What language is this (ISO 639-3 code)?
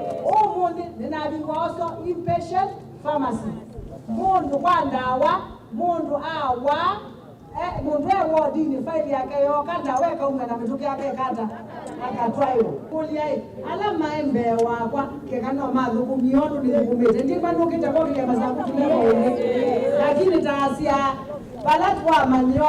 kam